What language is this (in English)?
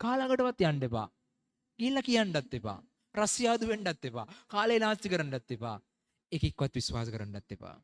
Sinhala